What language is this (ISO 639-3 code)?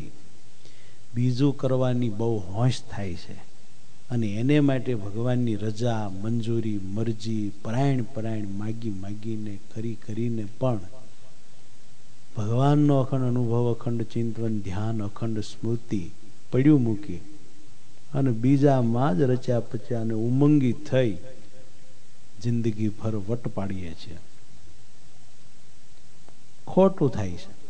guj